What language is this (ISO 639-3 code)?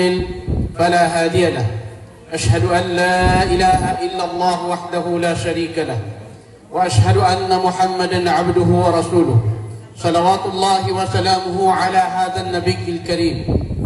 mrw